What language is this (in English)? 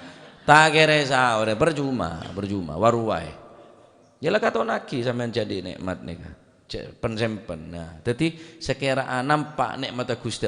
Madurese